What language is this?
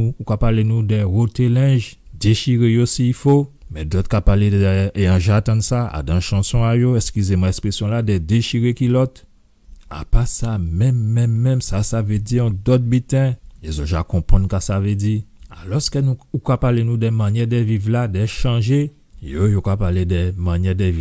Guadeloupean Creole French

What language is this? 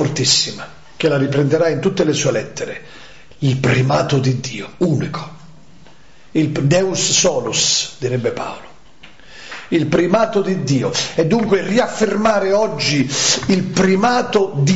Italian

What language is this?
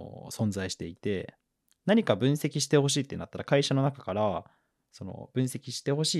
Japanese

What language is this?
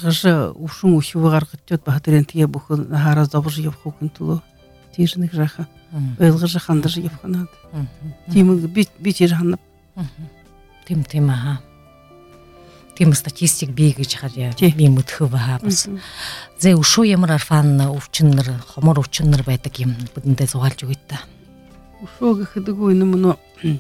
Buriat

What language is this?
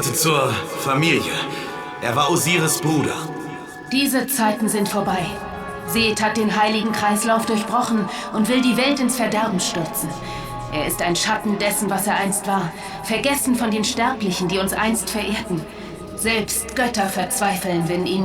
Bavarian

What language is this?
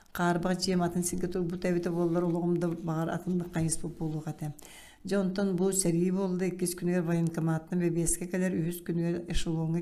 Yakut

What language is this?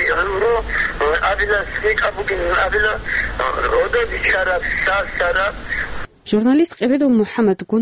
Avaric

